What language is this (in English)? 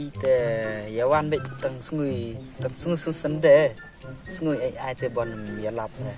Khasi